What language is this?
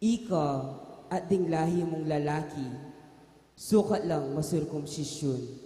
Pampanga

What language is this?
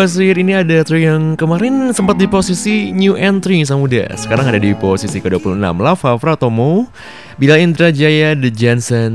Indonesian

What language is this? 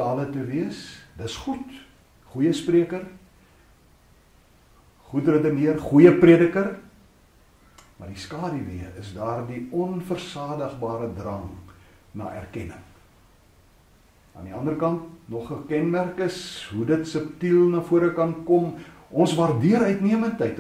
Afrikaans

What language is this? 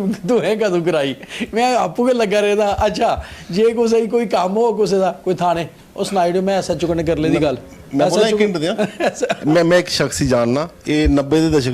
Dogri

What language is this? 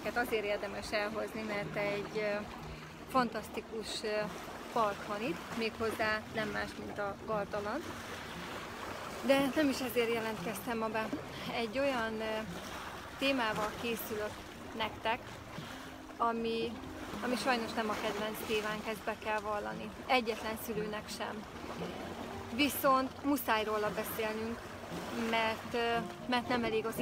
Hungarian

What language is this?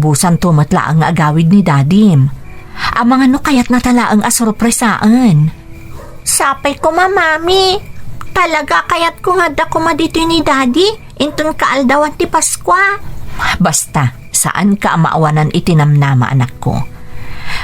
Iloko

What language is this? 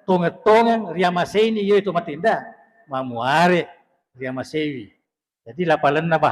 Buginese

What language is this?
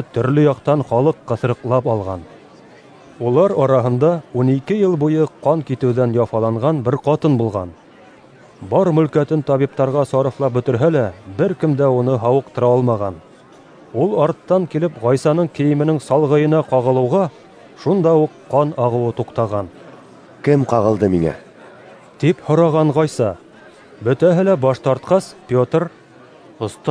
Bashkir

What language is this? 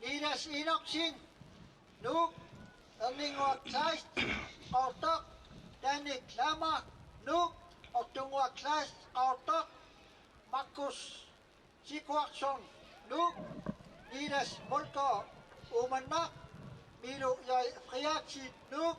Kalaallisut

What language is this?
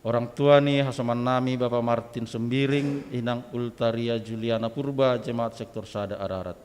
Batak Simalungun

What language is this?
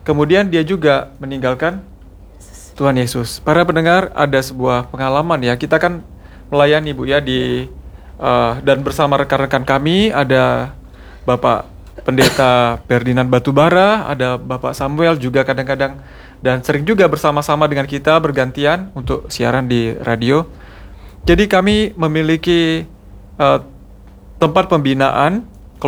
Indonesian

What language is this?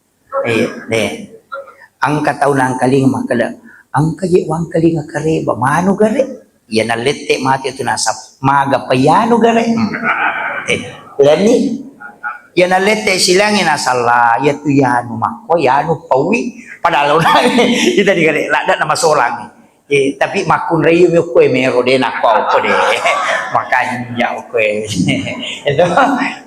Buginese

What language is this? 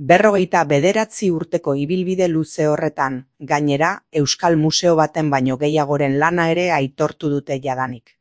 Basque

